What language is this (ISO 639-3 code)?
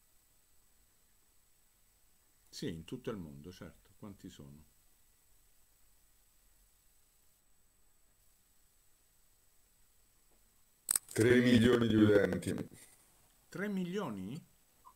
ita